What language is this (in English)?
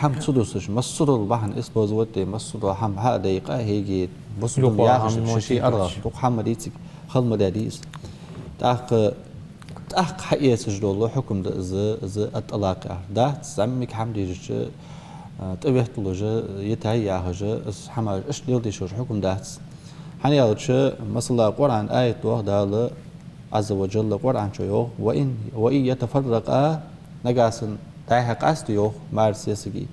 Ingush